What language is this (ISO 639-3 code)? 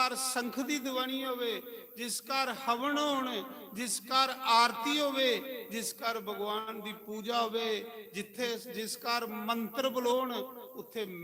doi